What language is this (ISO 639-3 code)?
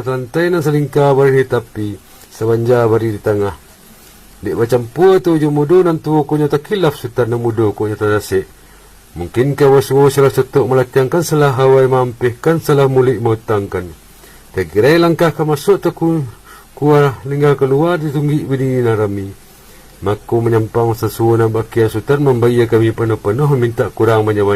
min